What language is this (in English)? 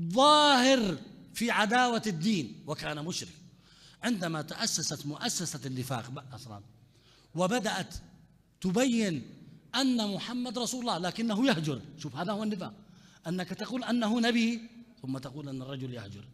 Mesopotamian Arabic